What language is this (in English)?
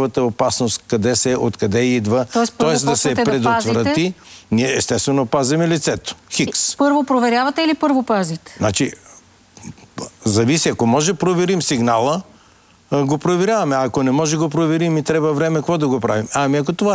Bulgarian